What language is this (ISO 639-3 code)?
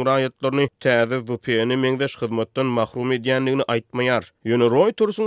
tuk